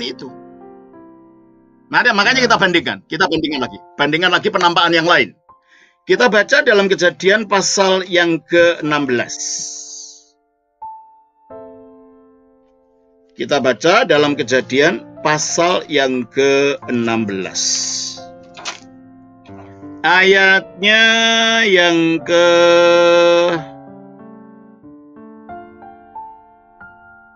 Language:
Indonesian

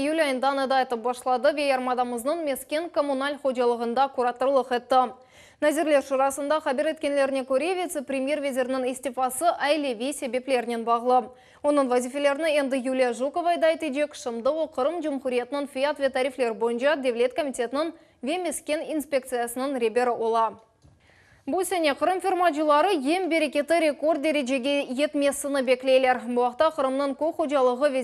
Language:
Crimean Tatar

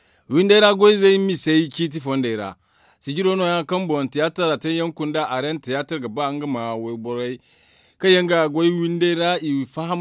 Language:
Zarma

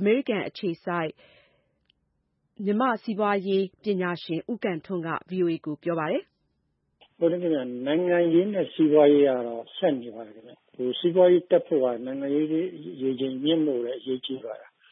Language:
Burmese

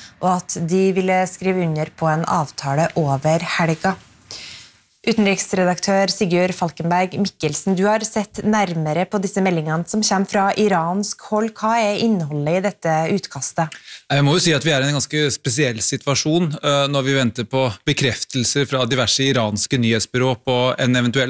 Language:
Norwegian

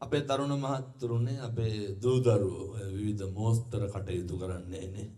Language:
Sinhala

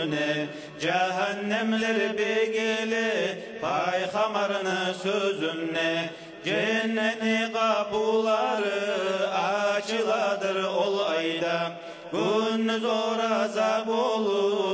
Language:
Kumyk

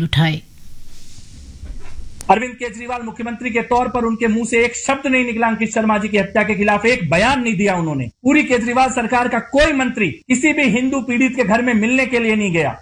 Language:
Hindi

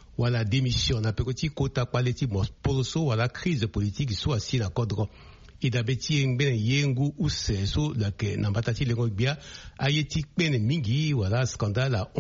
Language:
Sango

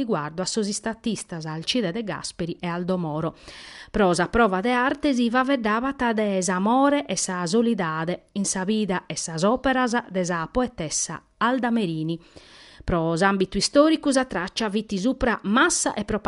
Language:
Sardinian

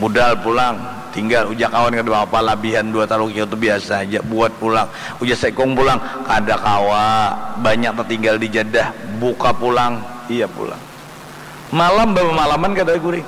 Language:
Banjar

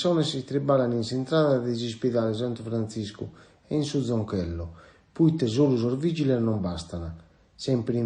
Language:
Sardinian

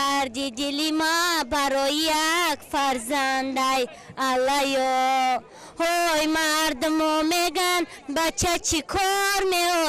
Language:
Tajik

